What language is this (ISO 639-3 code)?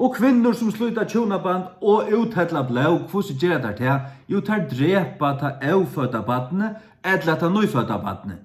fao